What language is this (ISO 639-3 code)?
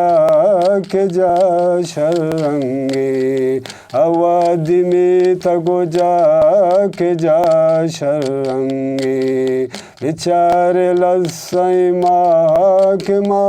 bgp